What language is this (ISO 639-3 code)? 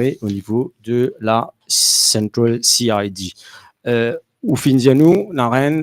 mfe